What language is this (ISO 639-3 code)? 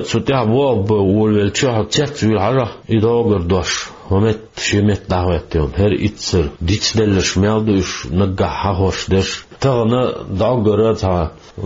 che